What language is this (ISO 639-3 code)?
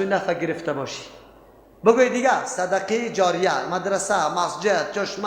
fas